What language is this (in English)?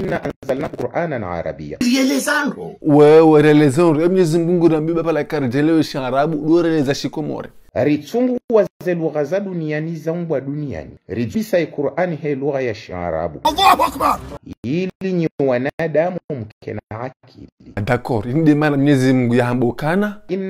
Ngazidja Comorian